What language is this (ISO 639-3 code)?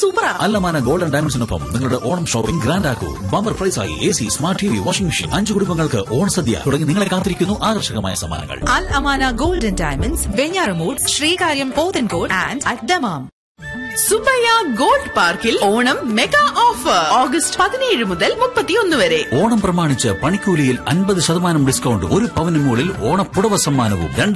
mal